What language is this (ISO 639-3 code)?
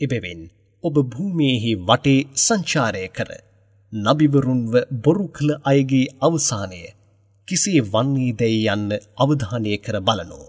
sin